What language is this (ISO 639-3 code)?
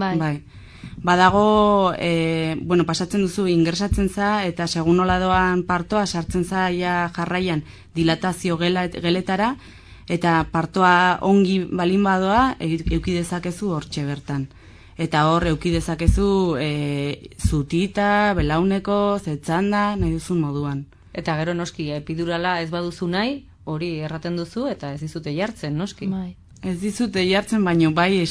eus